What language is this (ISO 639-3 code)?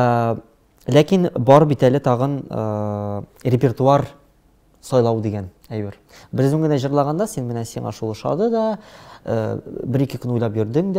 tat